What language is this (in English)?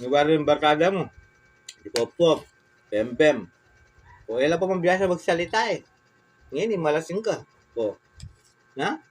Pampanga